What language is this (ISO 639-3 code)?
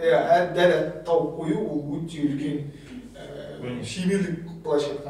kaz